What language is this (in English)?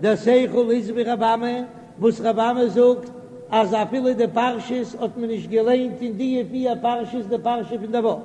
Yiddish